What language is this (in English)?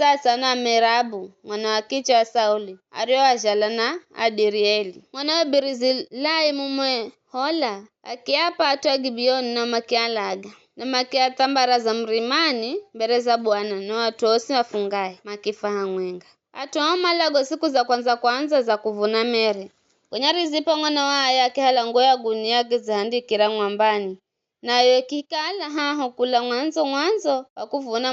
Giryama